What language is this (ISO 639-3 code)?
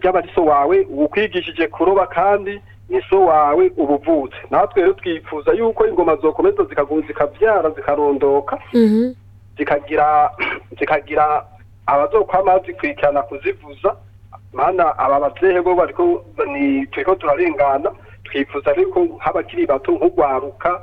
run